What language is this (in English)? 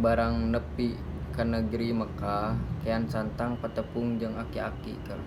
Sundanese